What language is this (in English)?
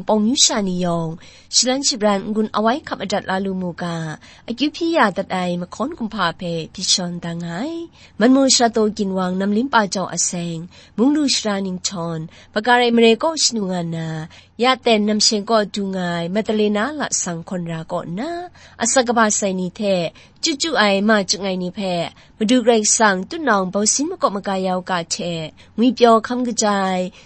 Kachin